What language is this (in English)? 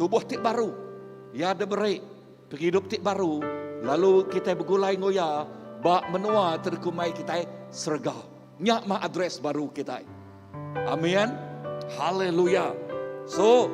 Iban